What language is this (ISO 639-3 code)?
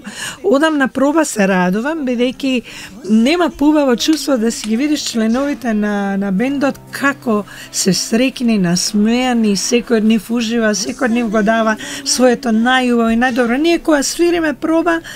mkd